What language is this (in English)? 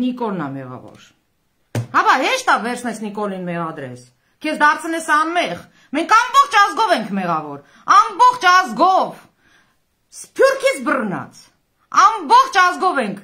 Armenian